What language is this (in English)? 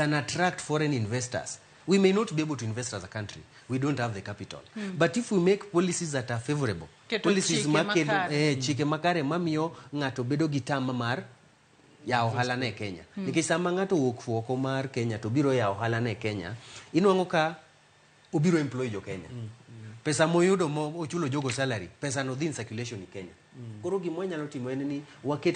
Luo (Kenya and Tanzania)